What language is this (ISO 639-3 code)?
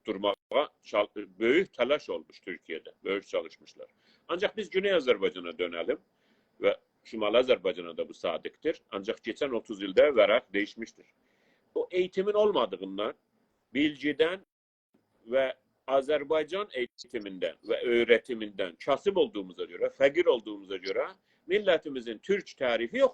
azb